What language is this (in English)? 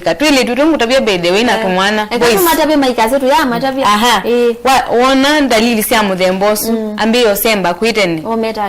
Kamba